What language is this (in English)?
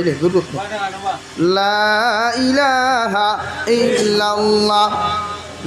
Sylheti